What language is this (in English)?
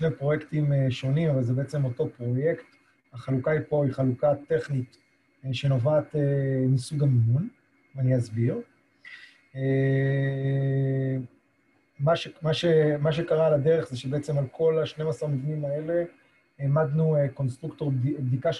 Hebrew